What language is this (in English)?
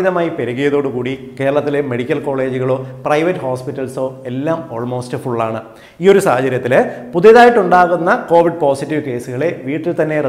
Malayalam